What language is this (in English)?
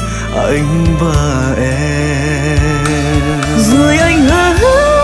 Vietnamese